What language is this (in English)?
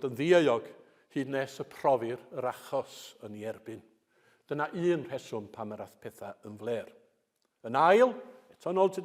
Welsh